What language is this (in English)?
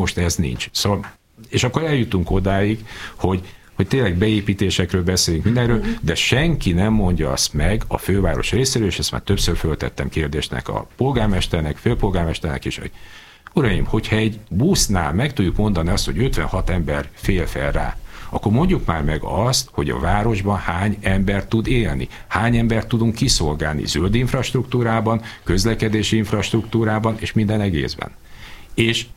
Hungarian